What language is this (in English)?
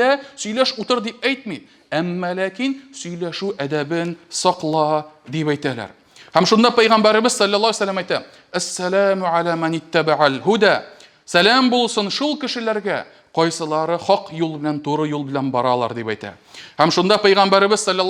Tatar